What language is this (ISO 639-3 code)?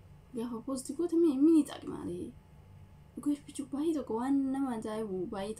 orm